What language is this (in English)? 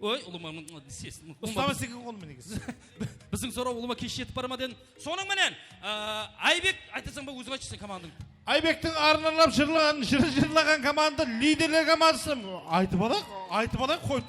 Kara-Kalpak